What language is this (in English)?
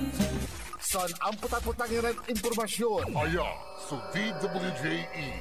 Pangasinan